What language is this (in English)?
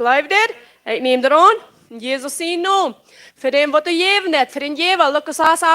Plautdietsch